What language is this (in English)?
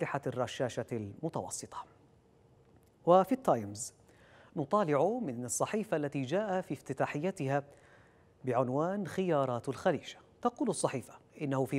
Arabic